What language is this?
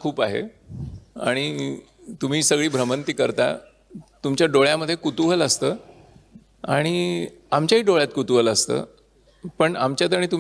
Marathi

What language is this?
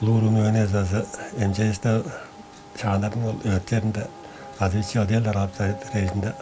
Tuvinian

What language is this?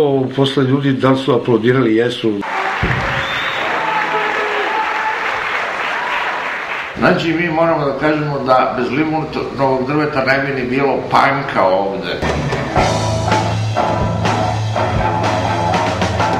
Serbian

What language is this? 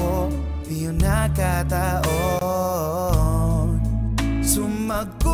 Filipino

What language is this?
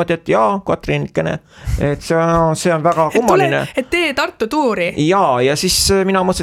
Estonian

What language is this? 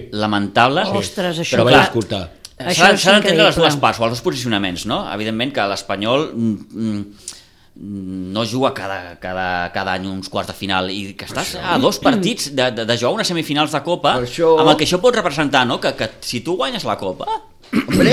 Catalan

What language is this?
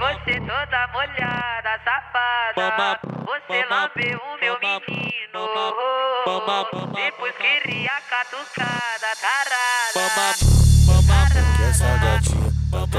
Portuguese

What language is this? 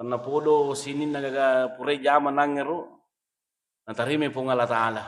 Buginese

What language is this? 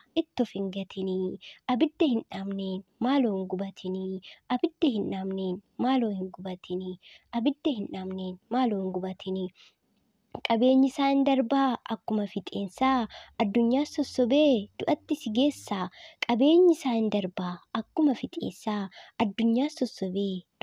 Oromo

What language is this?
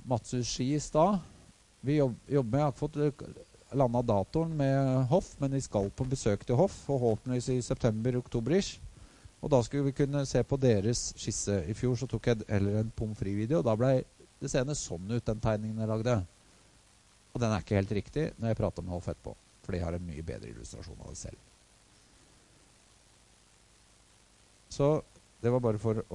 Norwegian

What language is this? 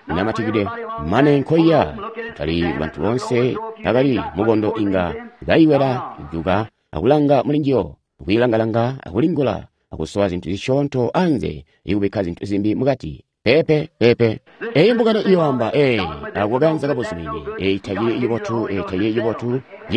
Tonga (Zambia)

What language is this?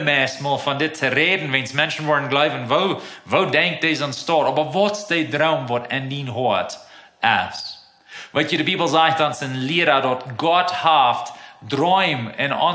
Plautdietsch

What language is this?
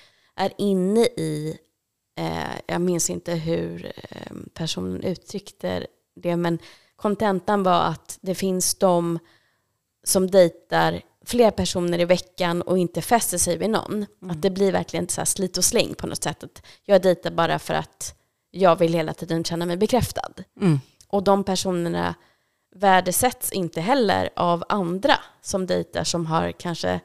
Swedish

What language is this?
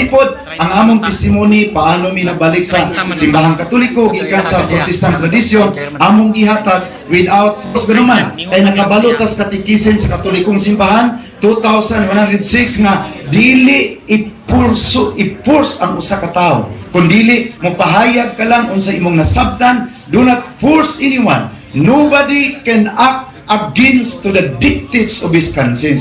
Cebuano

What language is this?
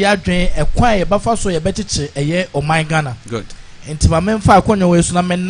Akan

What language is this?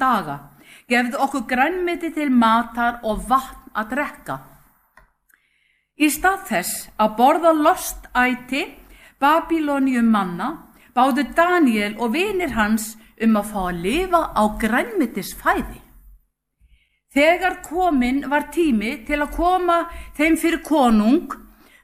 Icelandic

